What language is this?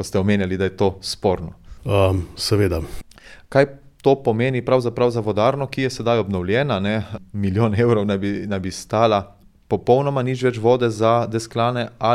Slovenian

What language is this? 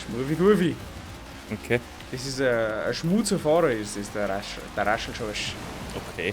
Bavarian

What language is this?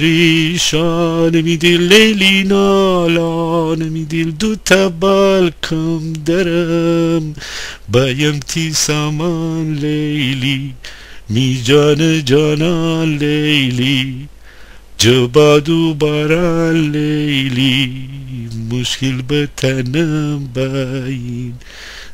Gilaki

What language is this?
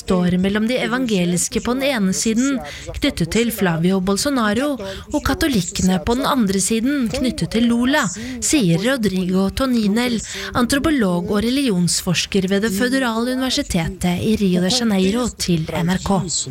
Norwegian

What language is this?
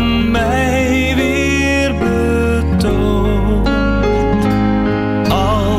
Dutch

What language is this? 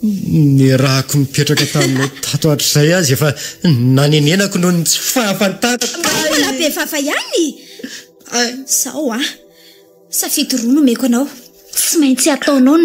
Malagasy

